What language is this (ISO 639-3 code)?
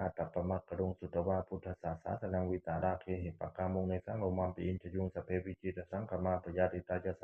pli